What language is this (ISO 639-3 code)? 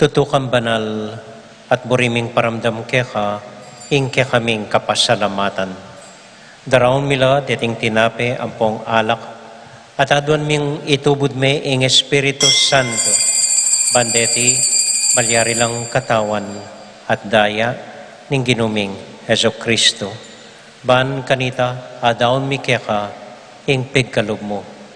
pam